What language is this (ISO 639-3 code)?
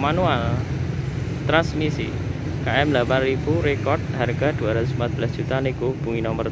ind